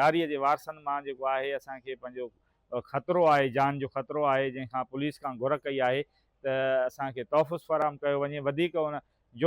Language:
Sindhi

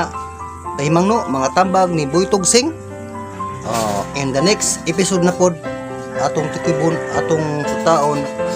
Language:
Cebuano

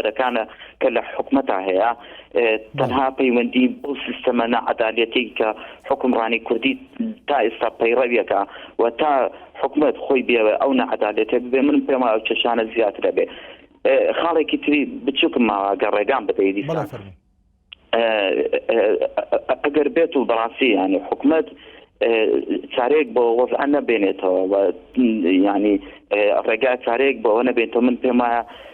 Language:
Central Kurdish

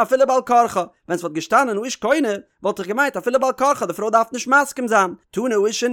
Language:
Yiddish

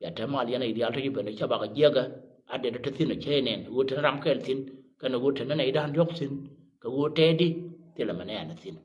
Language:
Nuer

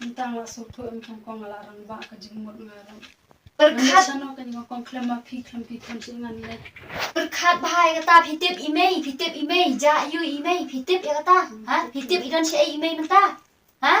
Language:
Khasi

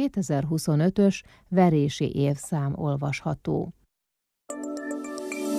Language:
Hungarian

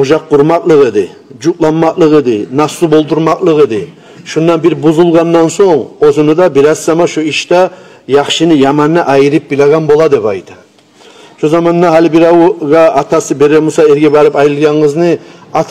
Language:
Kumyk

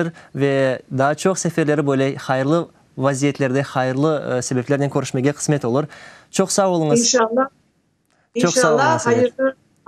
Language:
Crimean Tatar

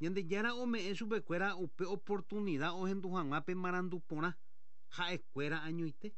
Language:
Guarani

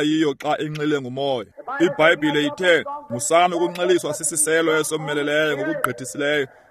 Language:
Xhosa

